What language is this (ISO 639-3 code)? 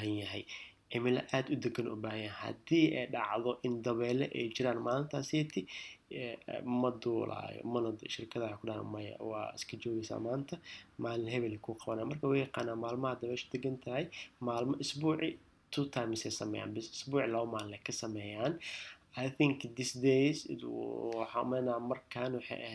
som